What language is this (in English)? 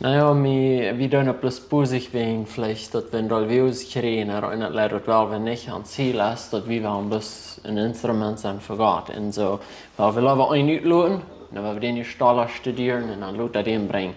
Plautdietsch